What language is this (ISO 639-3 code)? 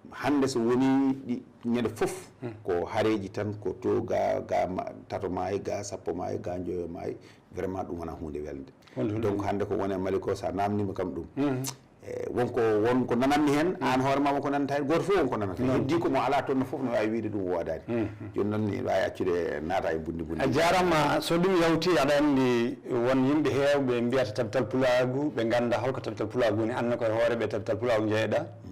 ful